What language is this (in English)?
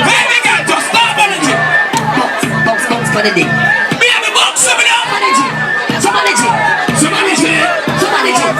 Jamaican Creole English